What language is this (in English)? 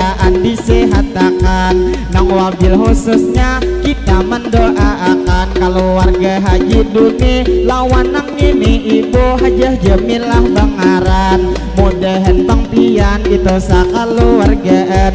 Banjar